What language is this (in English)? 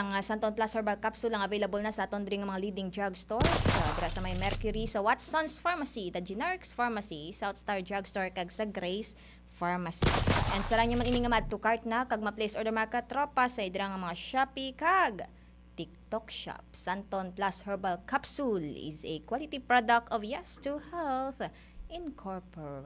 Hiligaynon